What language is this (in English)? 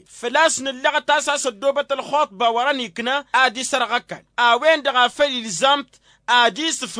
Tamasheq